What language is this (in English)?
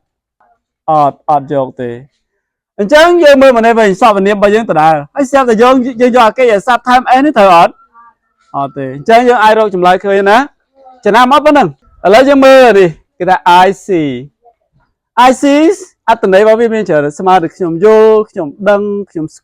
Khmer